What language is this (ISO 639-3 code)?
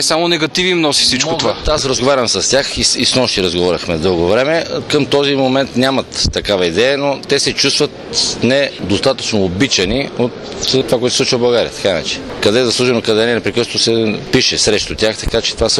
bul